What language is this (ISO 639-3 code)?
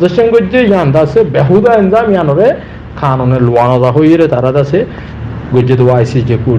rhg